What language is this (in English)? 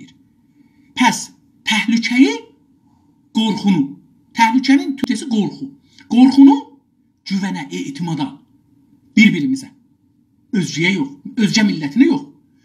South Azerbaijani